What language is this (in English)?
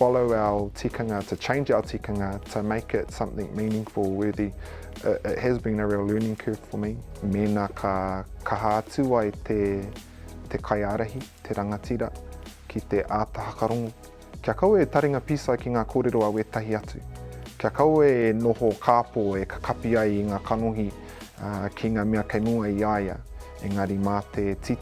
Māori